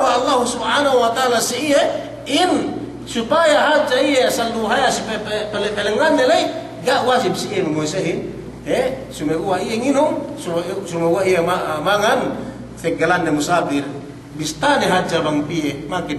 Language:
Yakan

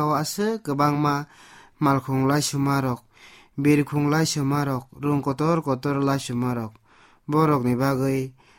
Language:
Kok Borok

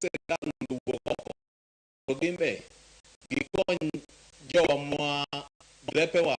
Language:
Luo (Kenya and Tanzania)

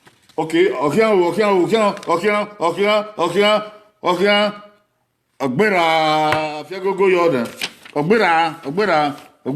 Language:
Bini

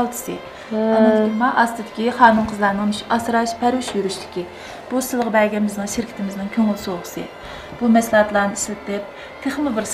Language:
Uyghur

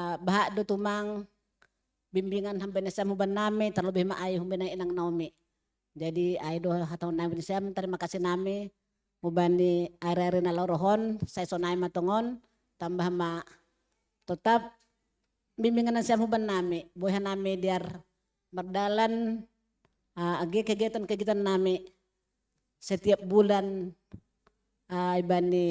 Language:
Batak Simalungun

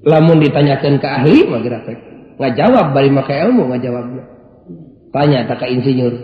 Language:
Sundanese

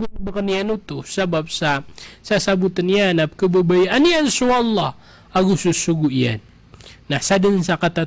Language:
Maranao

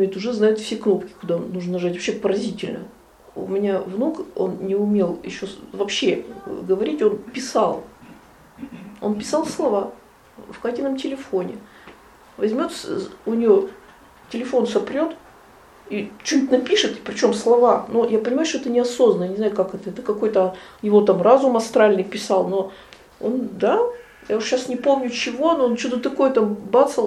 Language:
Russian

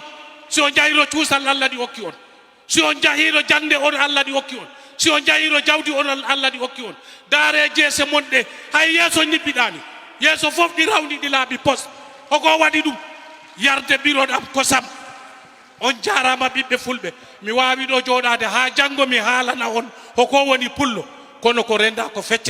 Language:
Fula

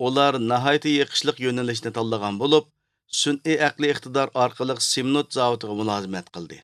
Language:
Uyghur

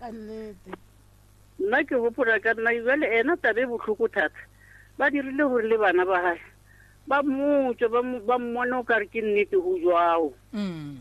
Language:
Northern Sotho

